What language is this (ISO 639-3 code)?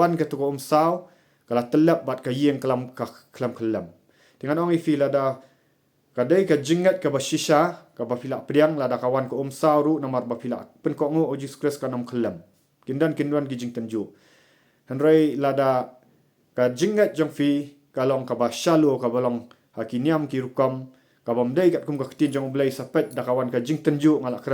kha